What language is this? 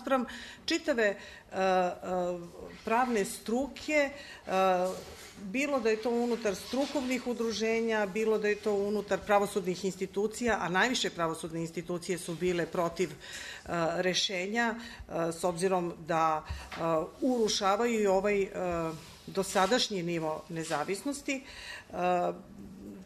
Serbian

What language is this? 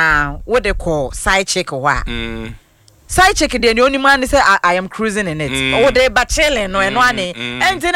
Akan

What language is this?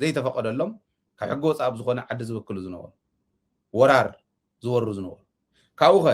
Tigrinya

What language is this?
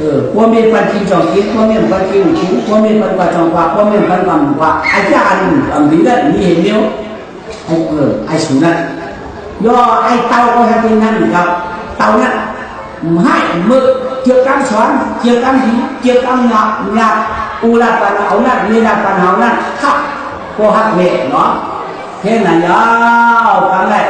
Shan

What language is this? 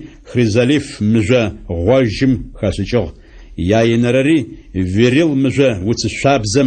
Adyghe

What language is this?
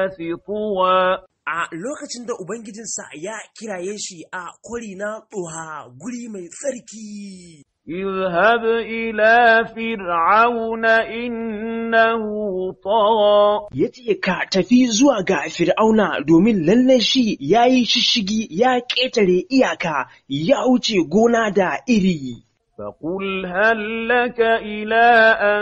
Hausa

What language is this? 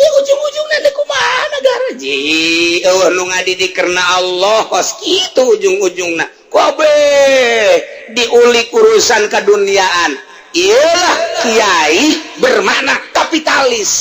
Sundanese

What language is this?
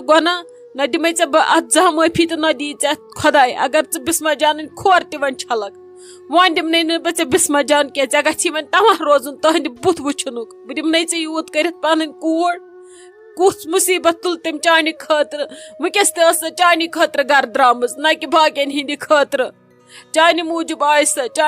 Kashmiri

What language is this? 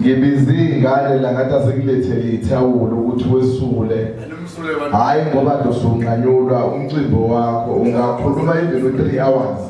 Zulu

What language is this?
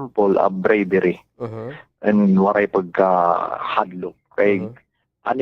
Waray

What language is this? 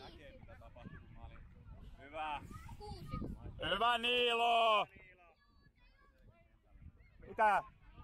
Finnish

